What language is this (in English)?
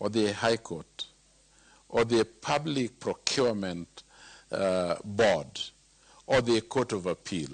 Luo (Kenya and Tanzania)